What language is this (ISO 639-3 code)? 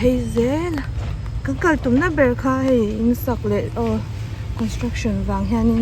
lus